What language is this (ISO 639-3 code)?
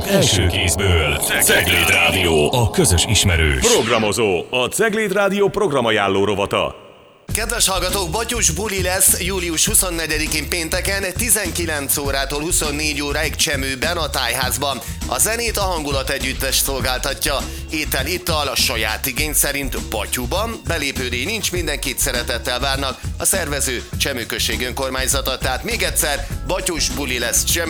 hun